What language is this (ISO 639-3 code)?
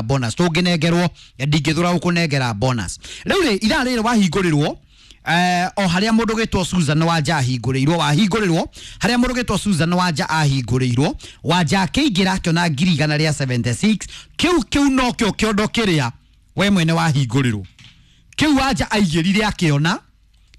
kik